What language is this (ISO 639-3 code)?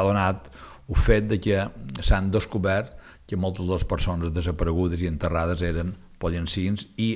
cat